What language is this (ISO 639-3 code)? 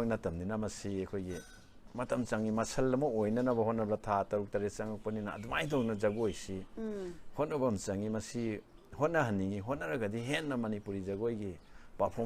mni